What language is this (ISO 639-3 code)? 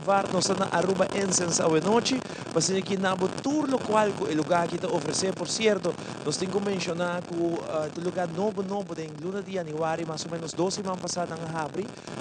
pap